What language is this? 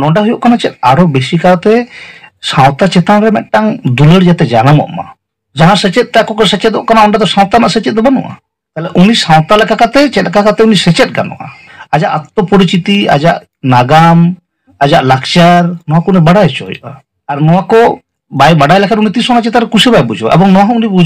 Santali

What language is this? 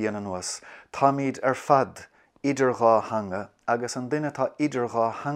Irish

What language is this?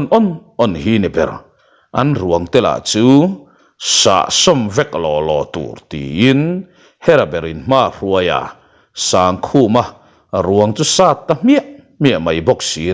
Mizo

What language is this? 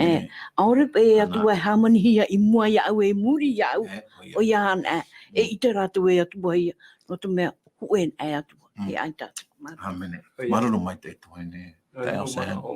Tahitian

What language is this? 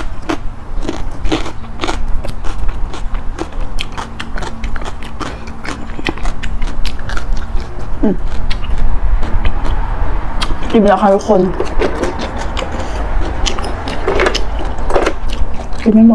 Thai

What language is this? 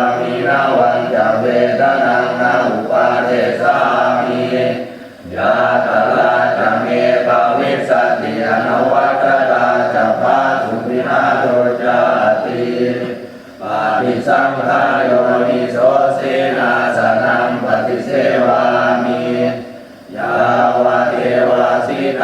Pali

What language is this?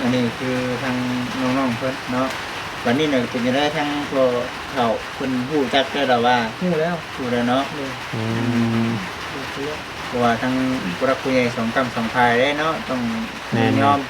Northeastern Thai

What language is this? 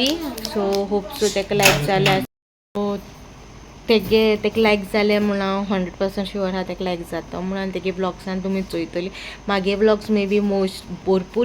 Konkani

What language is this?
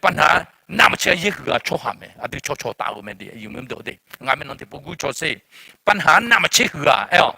Akha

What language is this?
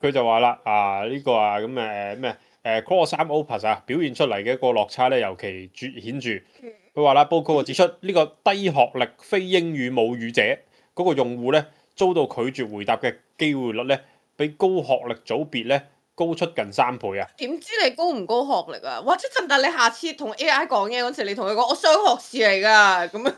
Cantonese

